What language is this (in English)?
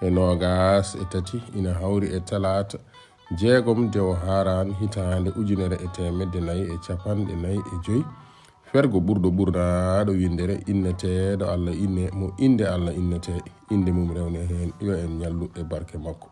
Fula